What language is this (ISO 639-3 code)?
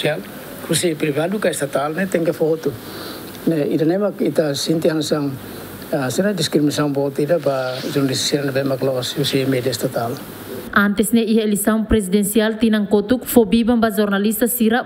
tet